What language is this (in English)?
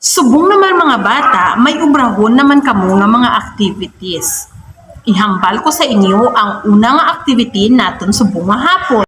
Hiligaynon